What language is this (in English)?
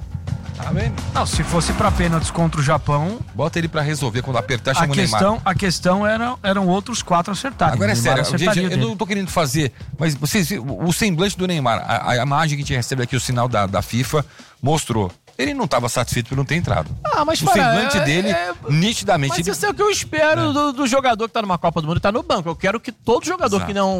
Portuguese